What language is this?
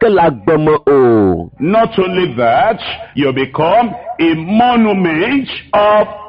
Ewe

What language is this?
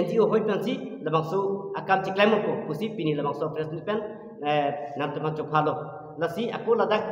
Karbi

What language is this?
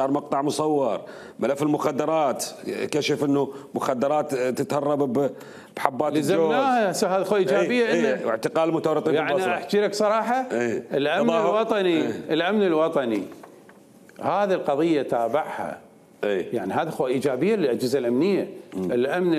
Mesopotamian Arabic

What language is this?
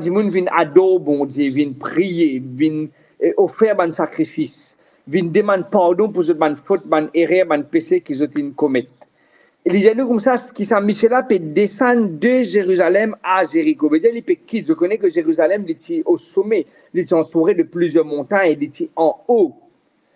Morisyen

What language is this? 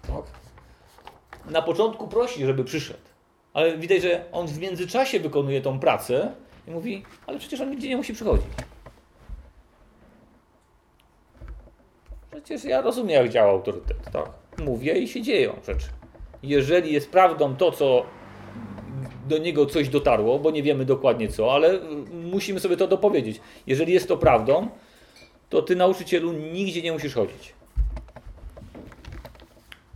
Polish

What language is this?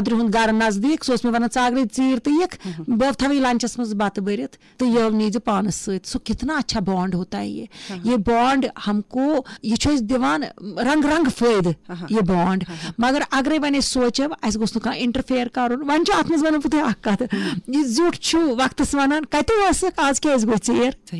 Kashmiri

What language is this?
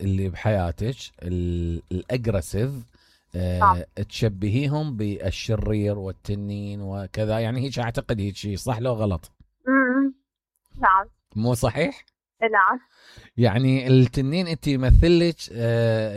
Mesopotamian Arabic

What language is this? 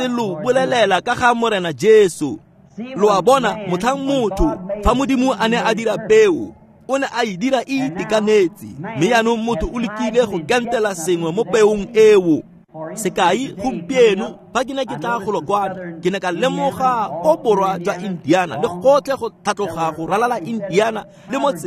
Tswana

